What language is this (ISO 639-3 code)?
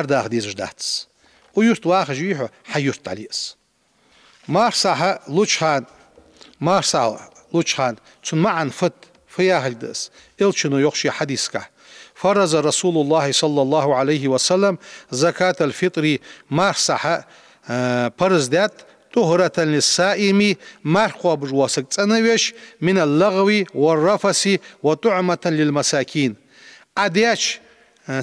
inh